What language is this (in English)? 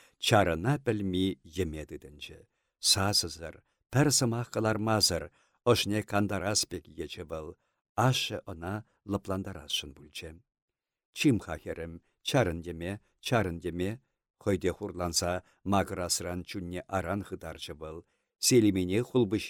Chuvash